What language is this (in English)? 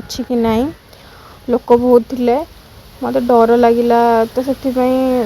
Odia